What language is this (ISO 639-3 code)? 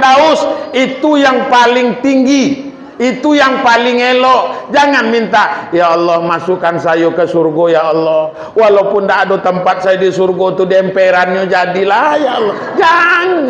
min